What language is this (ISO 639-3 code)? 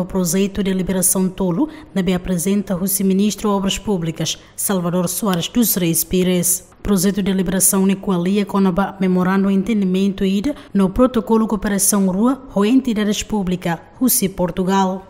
tet